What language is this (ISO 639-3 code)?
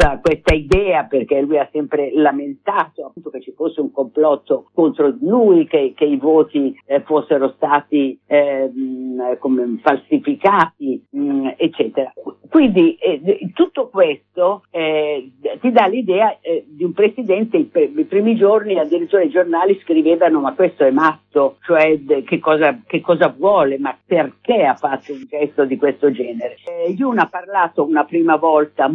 ita